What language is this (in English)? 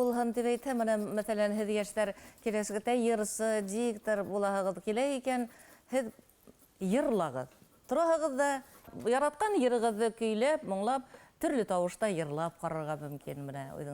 Bashkir